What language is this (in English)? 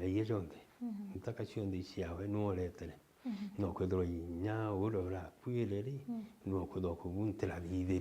Meru